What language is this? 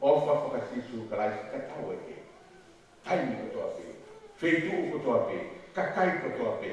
Tongan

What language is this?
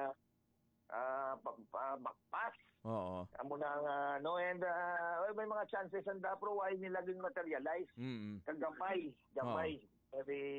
Hiligaynon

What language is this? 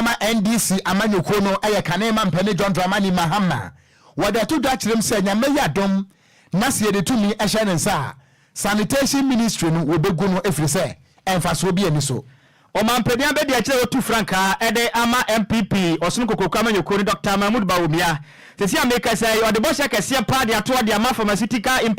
Akan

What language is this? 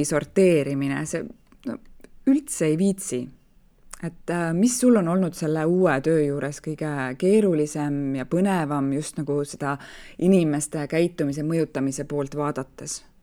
Estonian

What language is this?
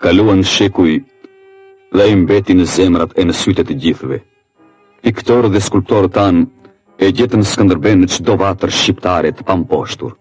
Albanian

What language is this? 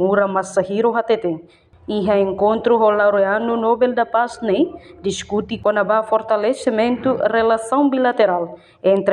Tetum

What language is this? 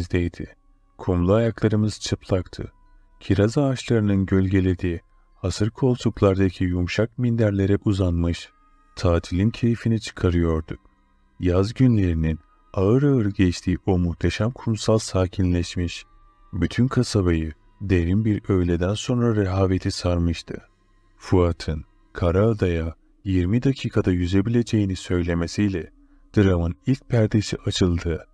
Turkish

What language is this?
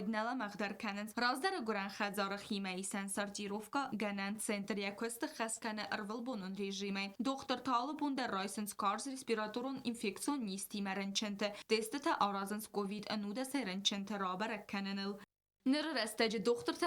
Ossetic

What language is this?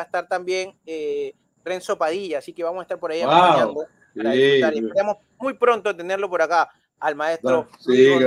Spanish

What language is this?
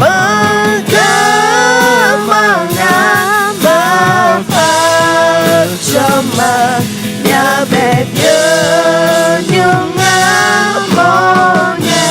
Akha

